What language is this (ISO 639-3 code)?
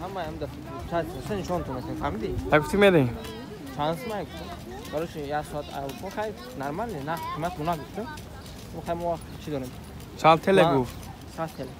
tgk